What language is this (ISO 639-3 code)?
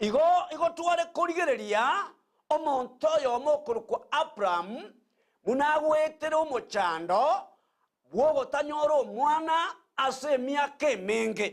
guz